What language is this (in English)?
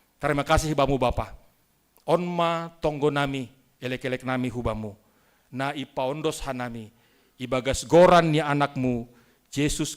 Batak Simalungun